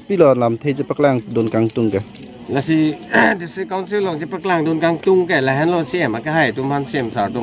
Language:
Karbi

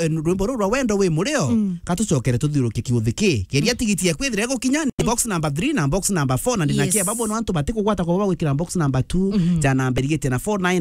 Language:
Meru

